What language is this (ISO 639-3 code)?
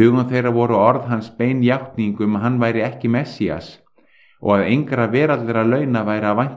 isl